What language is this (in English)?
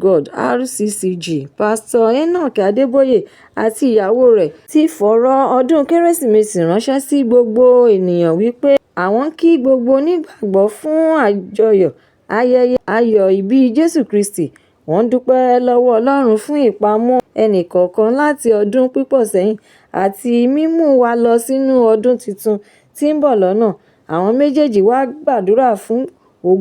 Yoruba